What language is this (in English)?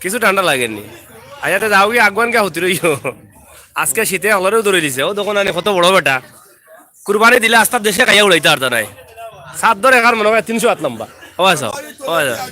Sylheti